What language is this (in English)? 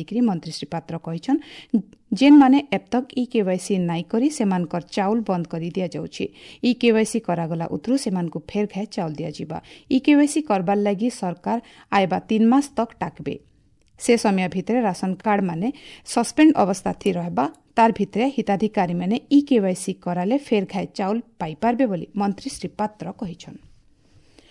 Odia